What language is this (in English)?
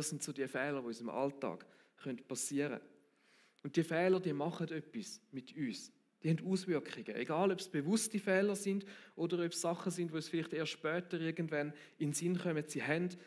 Swiss German